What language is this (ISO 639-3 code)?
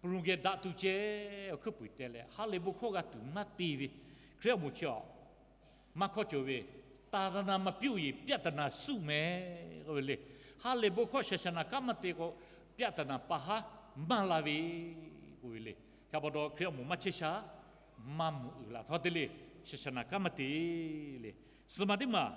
lhu